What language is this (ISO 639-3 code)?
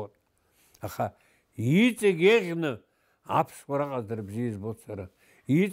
abk